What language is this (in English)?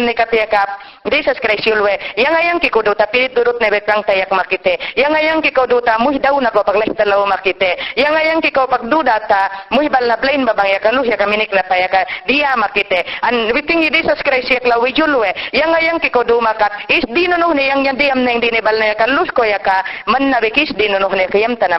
Mayangna